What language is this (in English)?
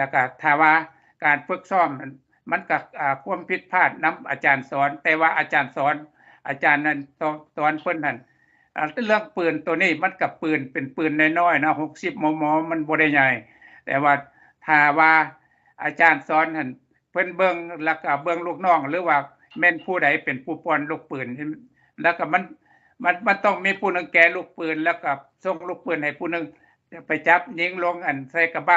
Lao